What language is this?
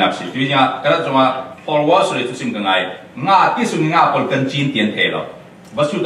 Falam Chin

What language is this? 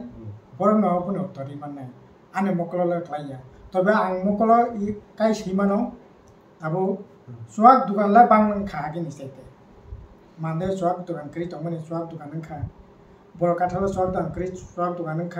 Kok Borok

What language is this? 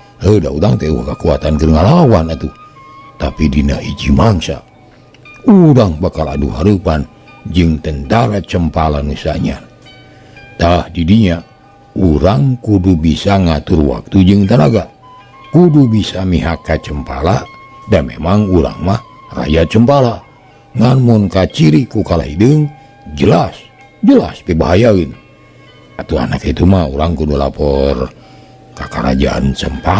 Sundanese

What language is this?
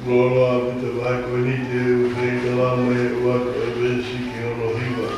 Tongan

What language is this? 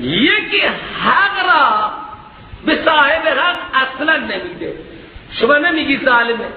Persian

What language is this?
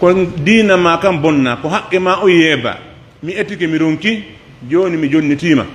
Pular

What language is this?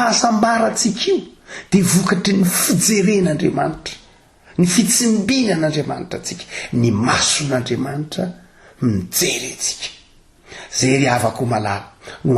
Malagasy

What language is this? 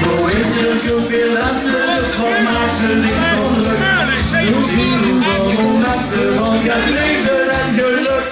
Limburgish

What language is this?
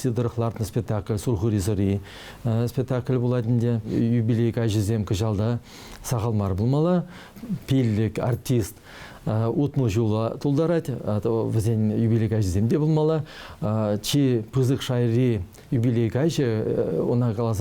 Chuvash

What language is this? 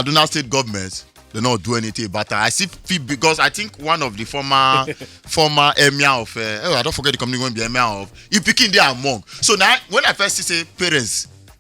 Nigerian Pidgin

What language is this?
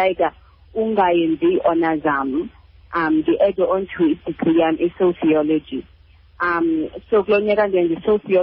Xhosa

